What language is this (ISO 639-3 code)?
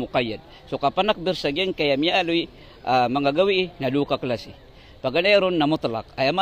mrw